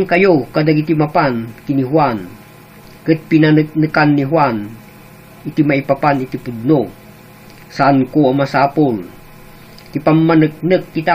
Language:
Iloko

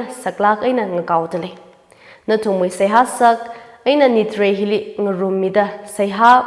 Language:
Tangkhul Naga (India)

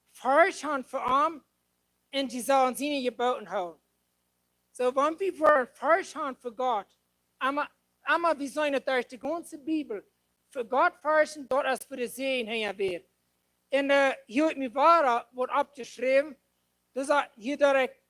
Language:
Plautdietsch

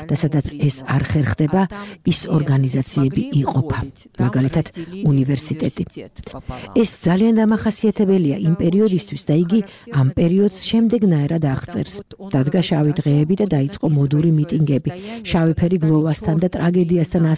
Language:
Georgian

